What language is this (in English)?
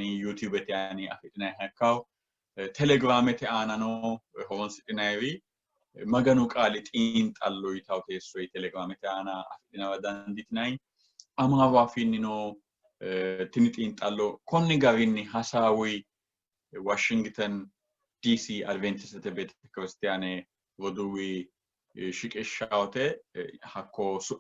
Sidamo